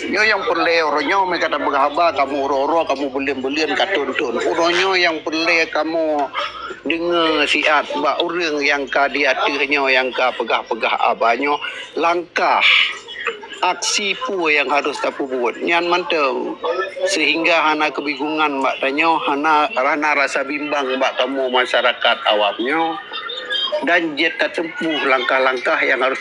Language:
Achinese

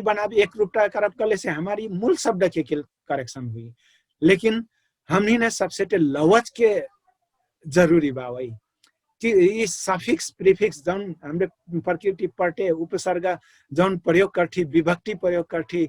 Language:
Dangaura Tharu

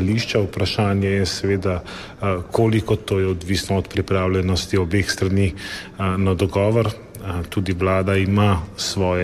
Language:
Slovenian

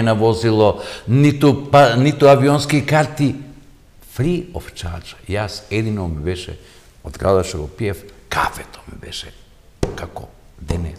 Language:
Macedonian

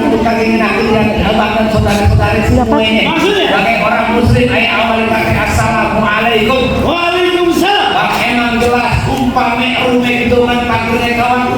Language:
Betawi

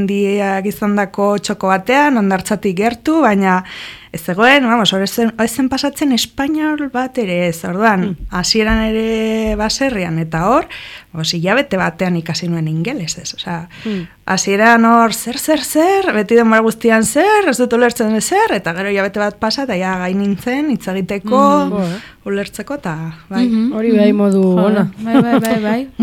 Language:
Basque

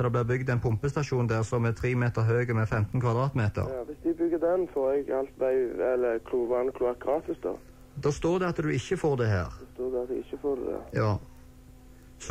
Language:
Norwegian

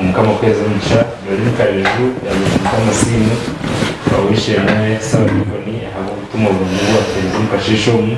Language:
Nyankole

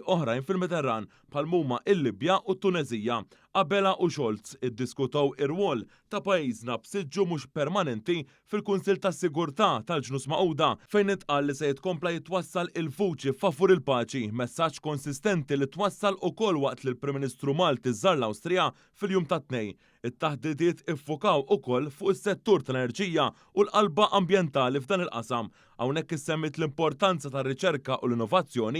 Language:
Maltese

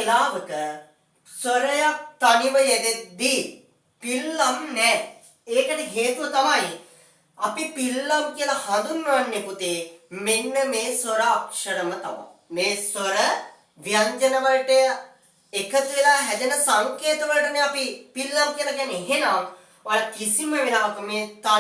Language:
Sinhala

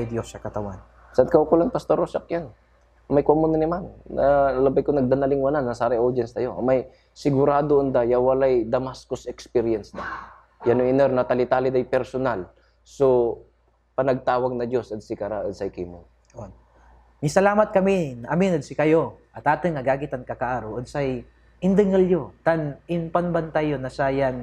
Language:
Pangasinan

